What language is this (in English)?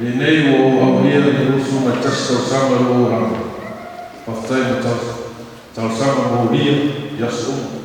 Samoan